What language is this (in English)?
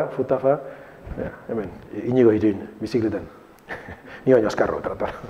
Basque